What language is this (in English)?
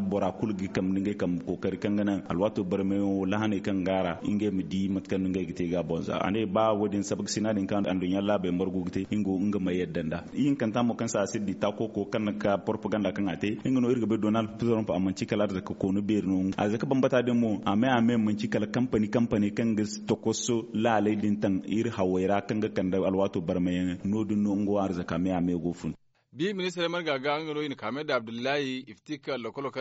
Zarma